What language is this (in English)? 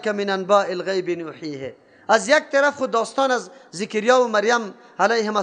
Persian